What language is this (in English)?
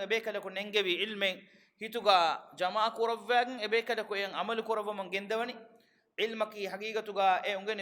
Divehi